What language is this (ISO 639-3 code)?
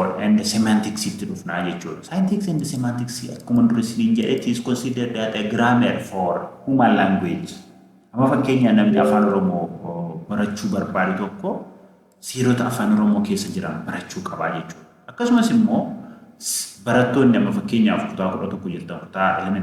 orm